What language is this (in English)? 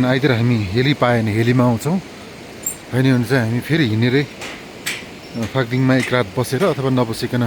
Nepali